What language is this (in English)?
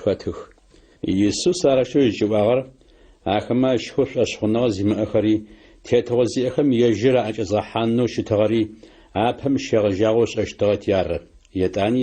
Adyghe